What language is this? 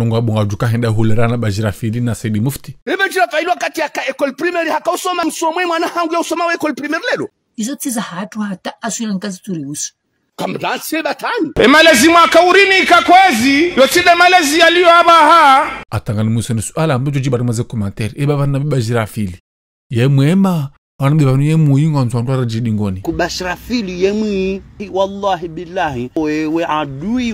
Ngazidja Comorian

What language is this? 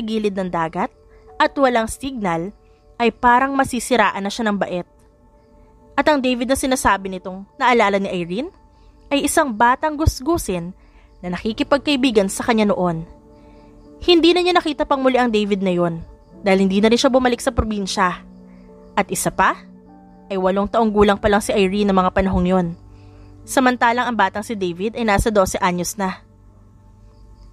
Filipino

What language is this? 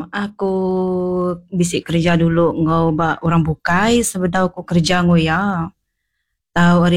Iban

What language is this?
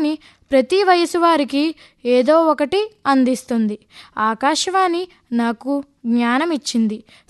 Telugu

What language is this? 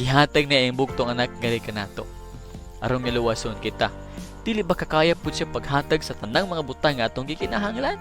Cebuano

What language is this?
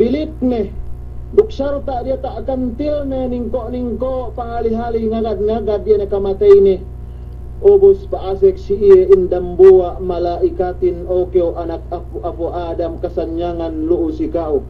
Yakan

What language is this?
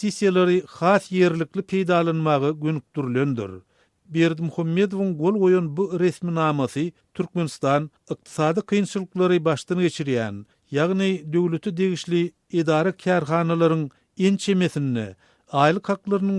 Turkmen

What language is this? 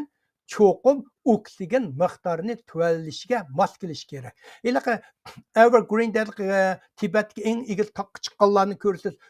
Uyghur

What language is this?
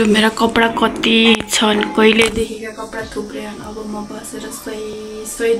Nepali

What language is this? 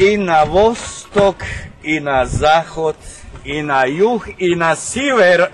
Rusyn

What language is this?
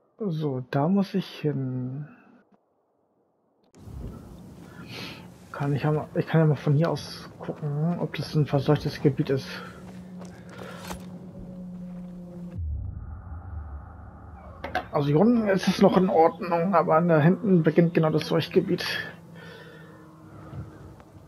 German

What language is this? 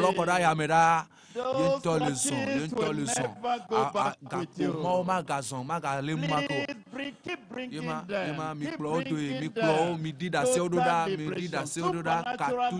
Ewe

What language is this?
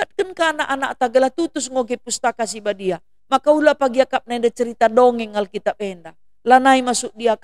Batak Karo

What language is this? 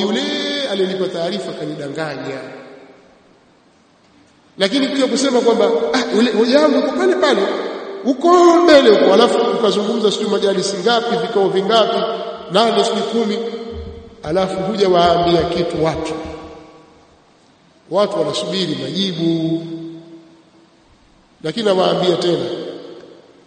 Swahili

